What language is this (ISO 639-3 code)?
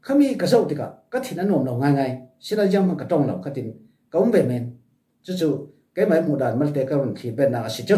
cfm